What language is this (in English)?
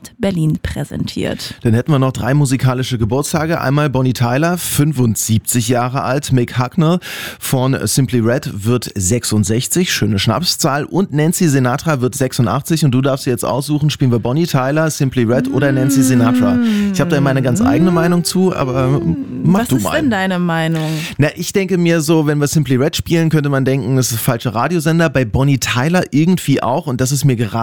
German